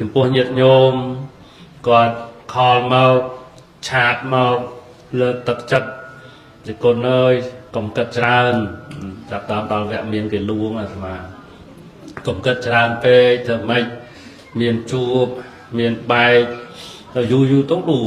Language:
Khmer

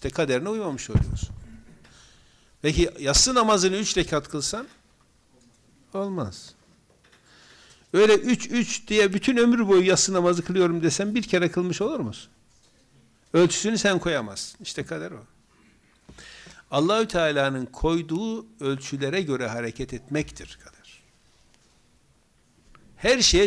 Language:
Turkish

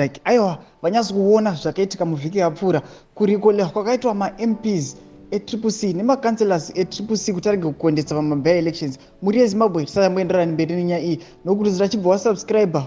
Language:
Shona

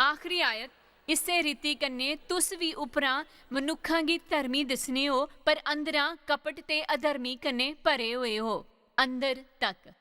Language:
Dogri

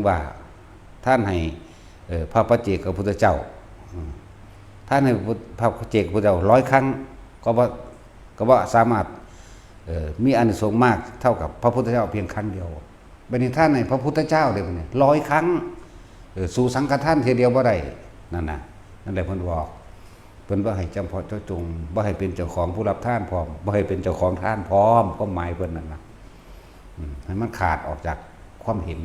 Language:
Northeastern Thai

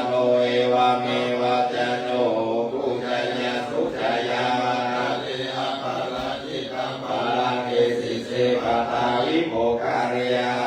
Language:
Pali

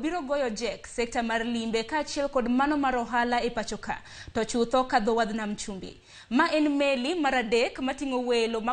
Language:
Luo (Kenya and Tanzania)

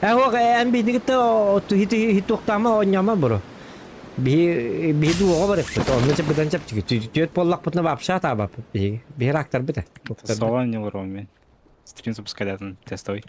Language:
Yakut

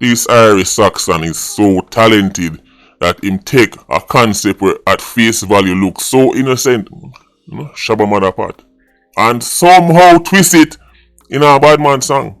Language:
Jamaican Creole English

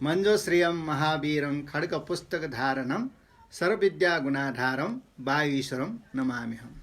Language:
Newari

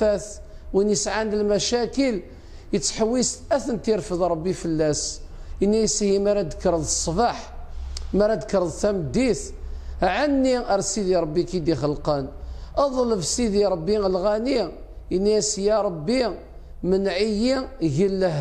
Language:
Kabyle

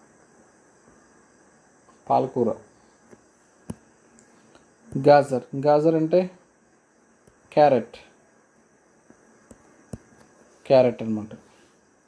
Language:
Telugu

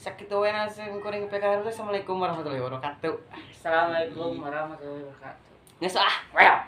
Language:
Sundanese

